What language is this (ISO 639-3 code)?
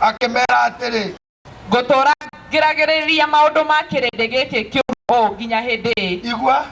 kik